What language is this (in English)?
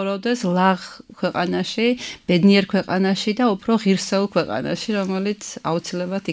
Georgian